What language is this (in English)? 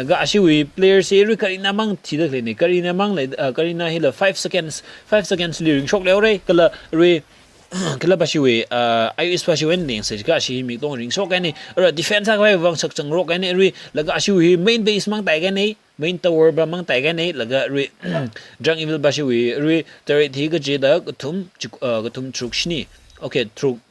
Tangkhul Naga (India)